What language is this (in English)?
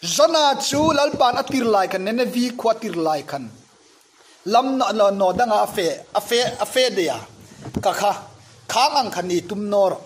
Hmar